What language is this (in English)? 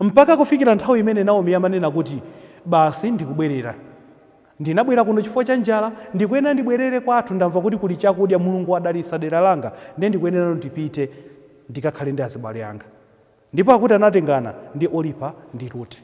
Nyanja